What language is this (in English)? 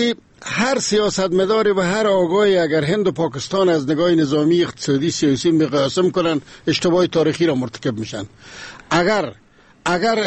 Persian